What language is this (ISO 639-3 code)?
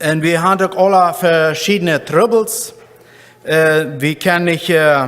pdt